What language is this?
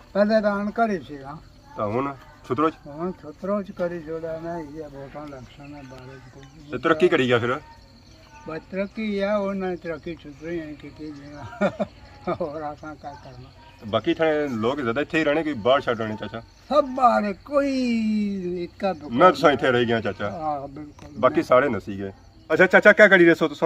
Pahari-Potwari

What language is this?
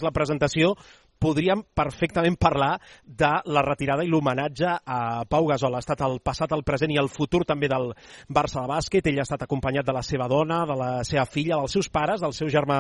Catalan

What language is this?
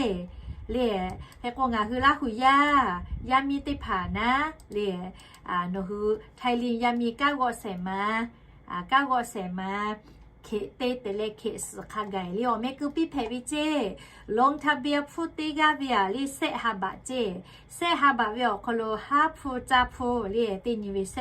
Lahu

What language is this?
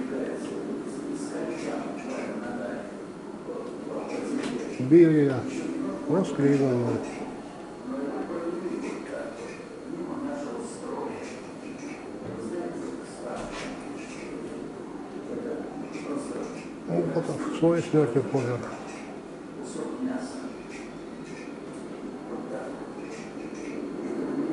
Russian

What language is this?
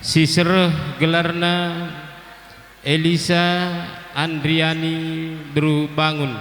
Batak Karo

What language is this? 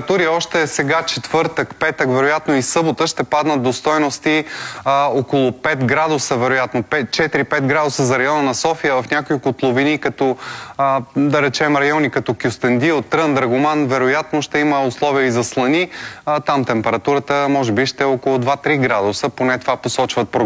Bulgarian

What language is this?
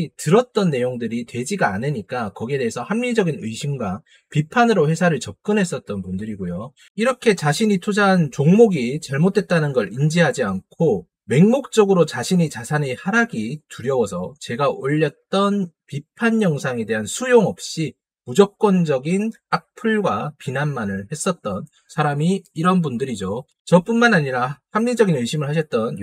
Korean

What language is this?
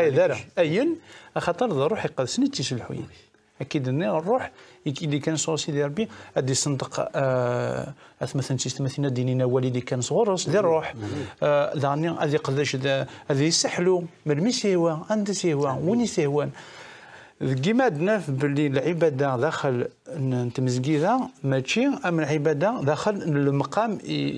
Kabyle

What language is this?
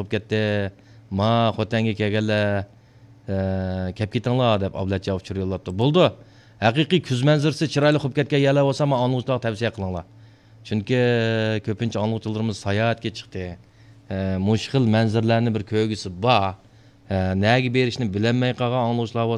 Uyghur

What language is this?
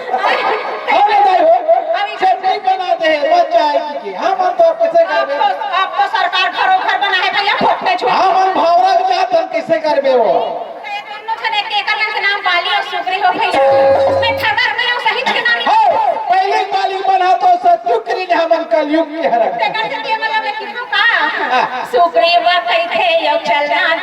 Chhattisgarhi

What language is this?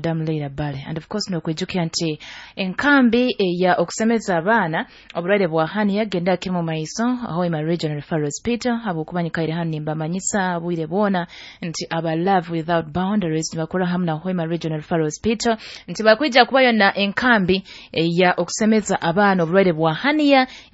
Nyoro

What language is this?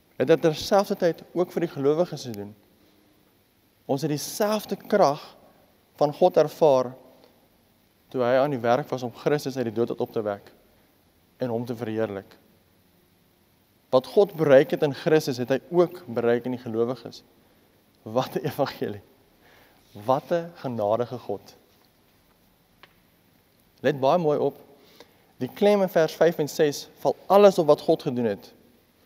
Afrikaans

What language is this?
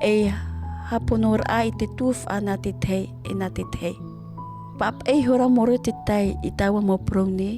Tahitian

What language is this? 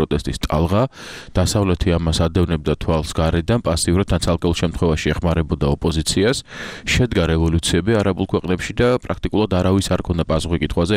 Georgian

